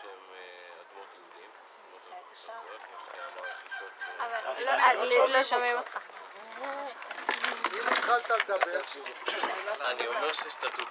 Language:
Hebrew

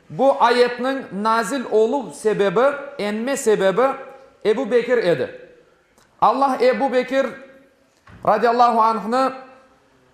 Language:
Crimean Tatar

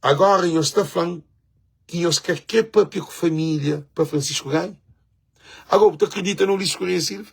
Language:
Kabuverdianu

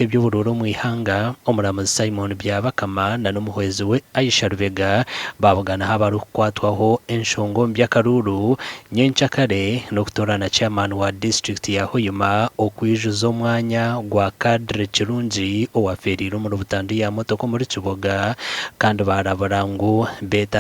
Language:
Nyankole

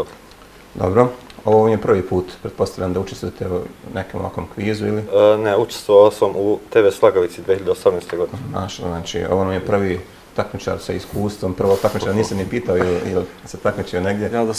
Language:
Bosnian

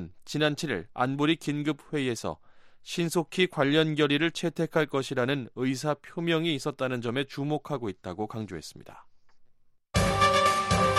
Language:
Korean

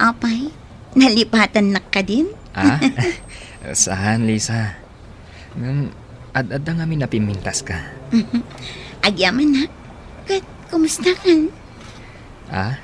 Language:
Iloko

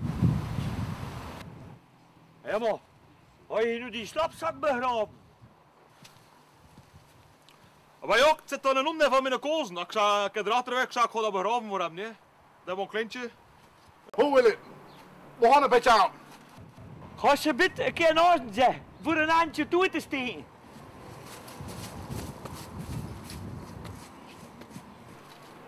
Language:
Dutch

